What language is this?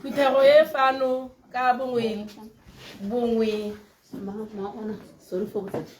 Tswana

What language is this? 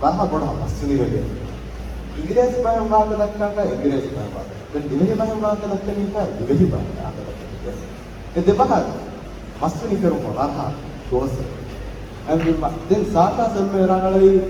Divehi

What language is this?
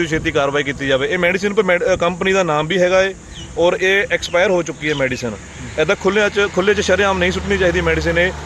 Punjabi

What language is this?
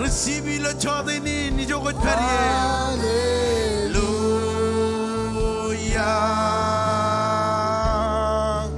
Marshallese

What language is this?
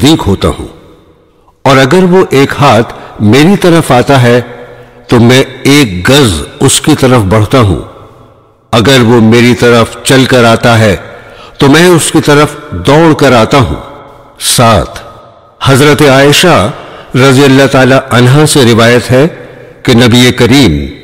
Urdu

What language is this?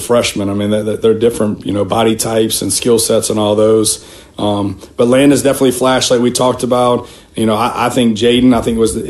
English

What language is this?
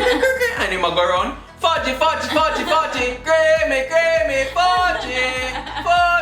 Jamaican Creole English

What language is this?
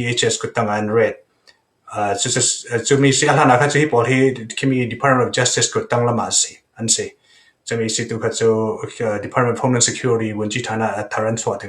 Falam Chin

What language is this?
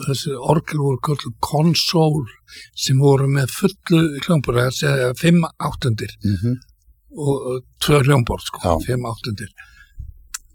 Icelandic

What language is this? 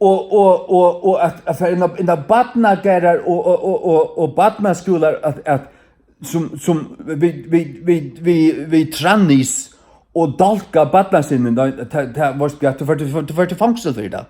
Faroese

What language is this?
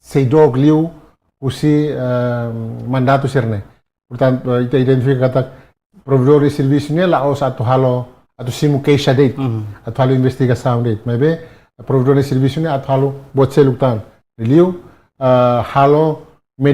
Tetum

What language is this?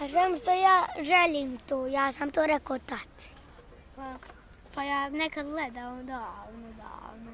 Bosnian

